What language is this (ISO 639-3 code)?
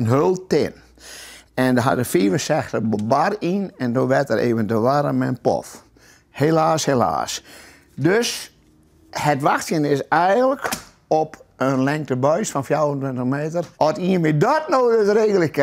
fry